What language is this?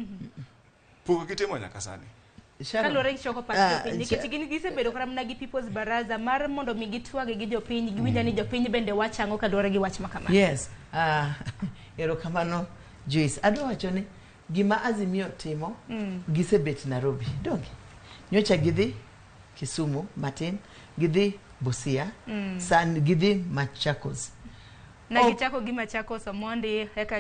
Luo (Kenya and Tanzania)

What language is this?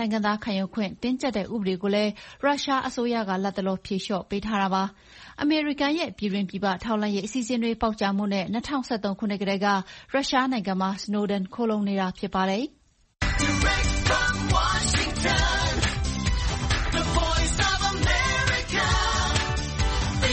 Burmese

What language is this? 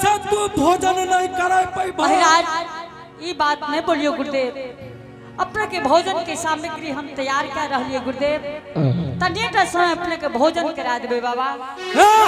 Angika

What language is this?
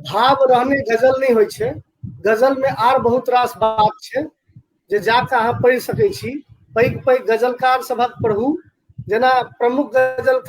Maithili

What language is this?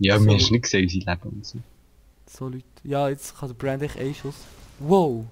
Swiss German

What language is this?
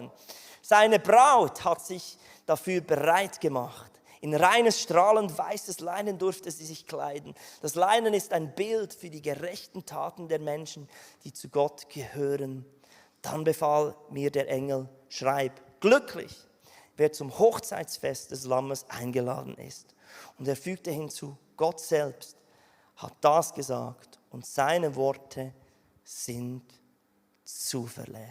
Swiss German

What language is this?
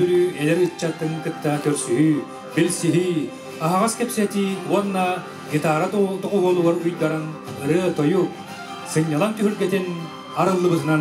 Yakut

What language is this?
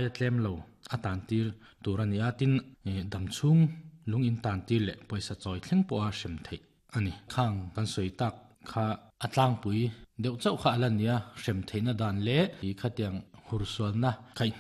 Mizo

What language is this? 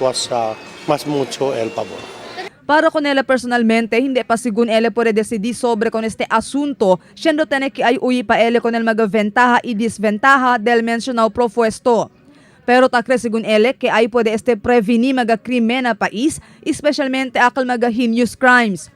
Chavacano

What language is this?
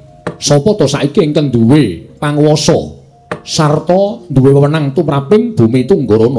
Javanese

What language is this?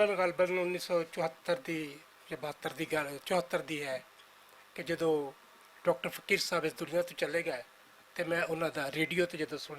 Western Panjabi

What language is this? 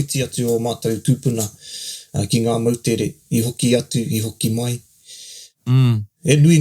Māori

